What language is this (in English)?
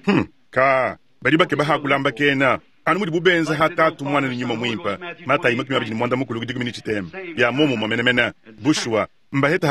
Luba-Lulua